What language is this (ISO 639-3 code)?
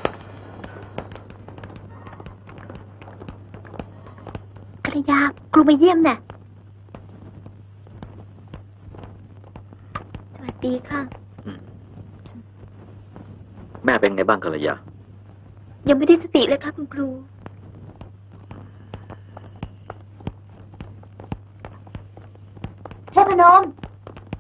tha